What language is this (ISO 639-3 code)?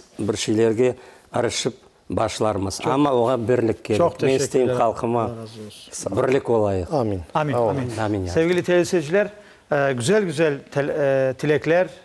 crh